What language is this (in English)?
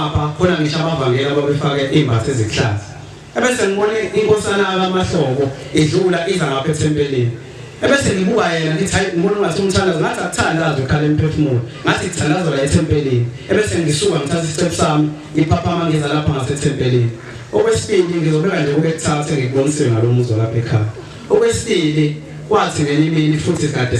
Zulu